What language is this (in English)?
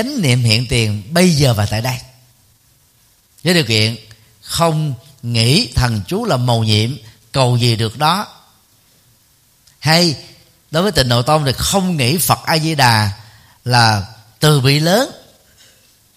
Vietnamese